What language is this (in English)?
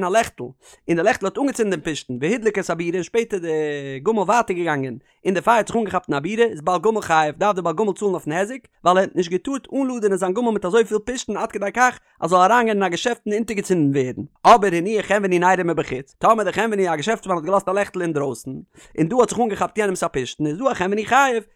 Yiddish